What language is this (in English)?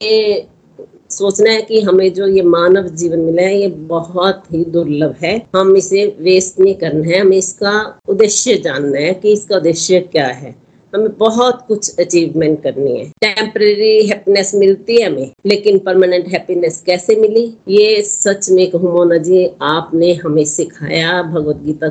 Hindi